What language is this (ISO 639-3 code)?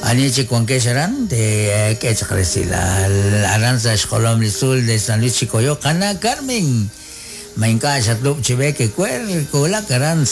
kek